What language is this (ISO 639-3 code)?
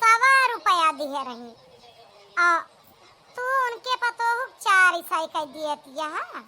awa